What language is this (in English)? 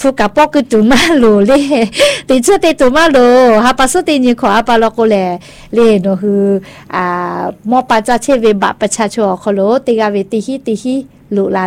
Thai